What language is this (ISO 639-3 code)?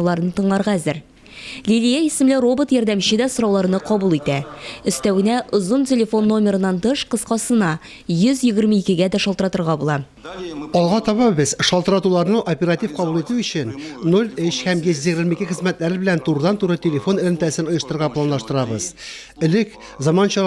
tat